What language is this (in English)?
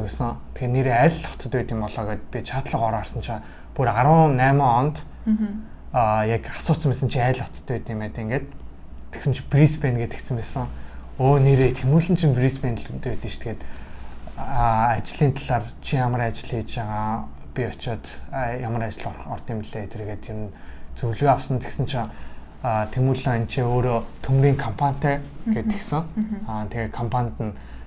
Mongolian